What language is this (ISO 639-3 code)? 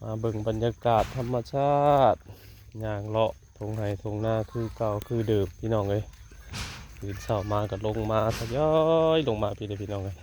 tts